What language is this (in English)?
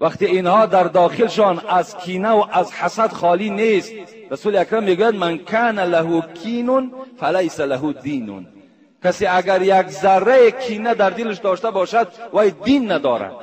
Tajik